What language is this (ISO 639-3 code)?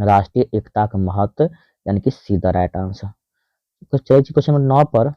mai